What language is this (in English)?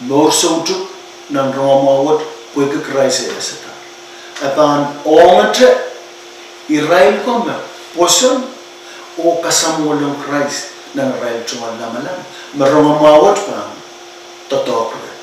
Pohnpeian